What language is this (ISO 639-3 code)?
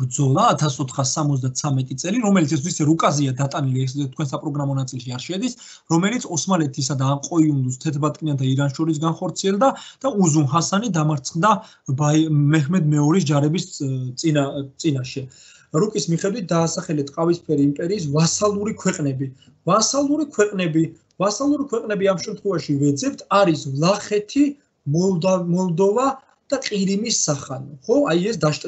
kat